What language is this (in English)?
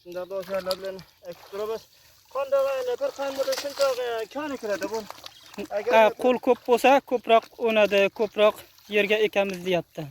Uzbek